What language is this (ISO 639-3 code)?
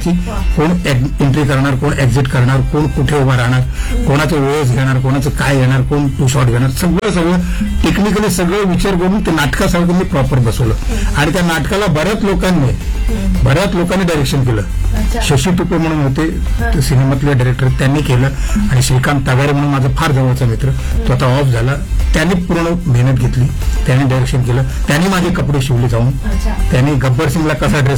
mar